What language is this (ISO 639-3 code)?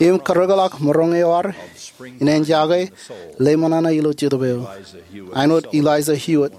mah